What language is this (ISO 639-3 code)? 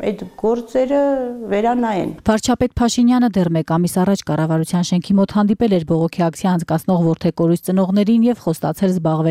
hye